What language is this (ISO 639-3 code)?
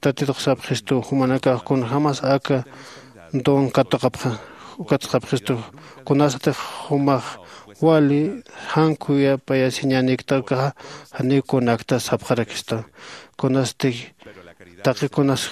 aym